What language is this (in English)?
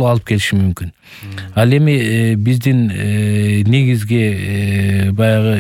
Kyrgyz